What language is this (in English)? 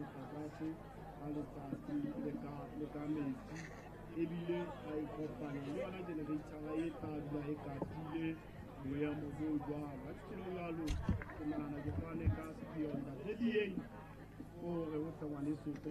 Southern Sotho